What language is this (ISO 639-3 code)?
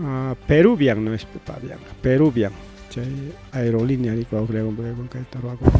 quy